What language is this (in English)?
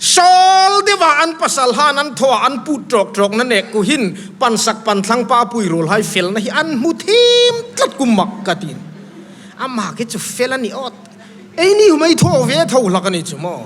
Hmar